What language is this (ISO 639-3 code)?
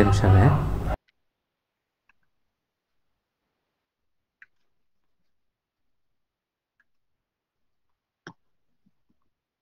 tam